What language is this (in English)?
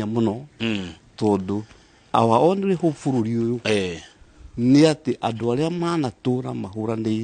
Kikuyu